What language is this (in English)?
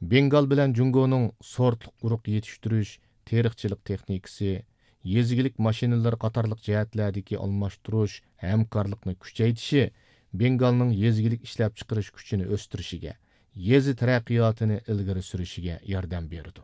Uyghur